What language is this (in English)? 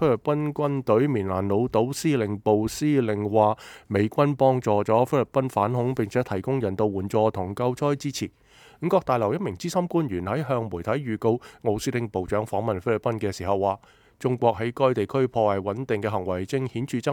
Cantonese